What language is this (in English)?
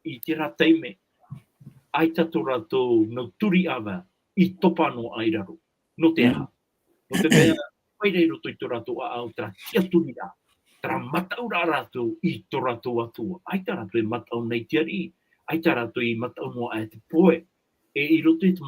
Tahitian